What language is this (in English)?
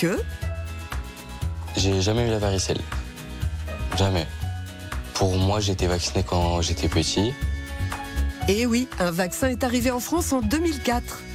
French